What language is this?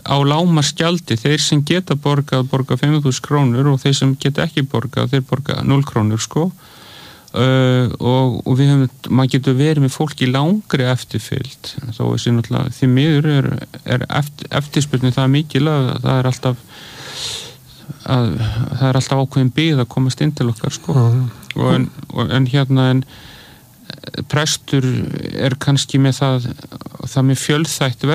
Icelandic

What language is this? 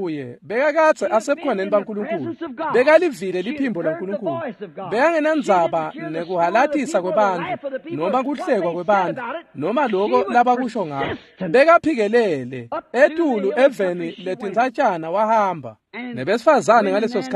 Swati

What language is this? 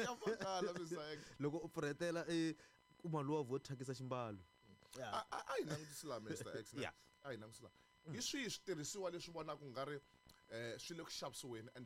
Tsonga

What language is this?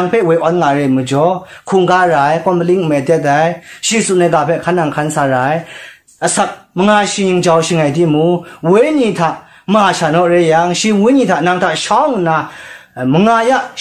Kachin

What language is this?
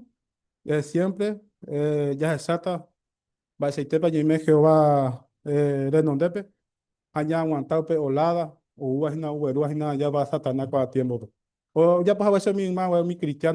Guarani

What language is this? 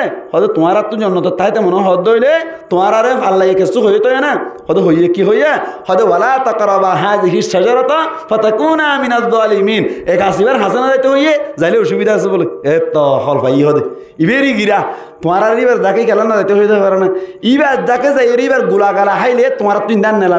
Rohingya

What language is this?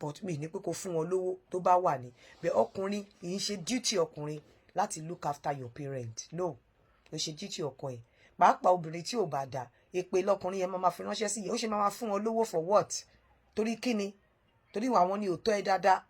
Yoruba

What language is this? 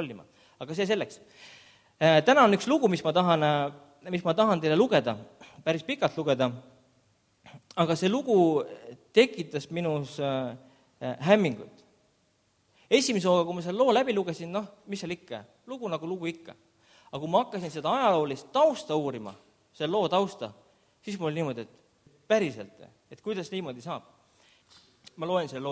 Estonian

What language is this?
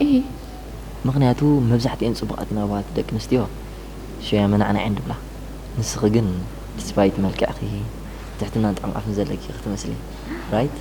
Tigrinya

